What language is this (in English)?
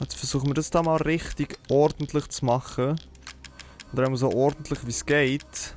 Swiss German